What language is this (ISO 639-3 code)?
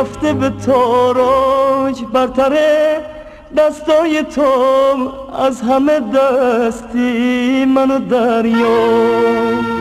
fas